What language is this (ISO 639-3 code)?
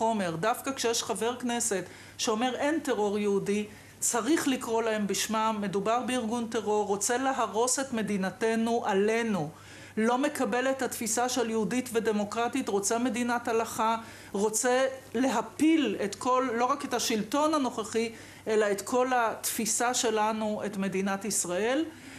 heb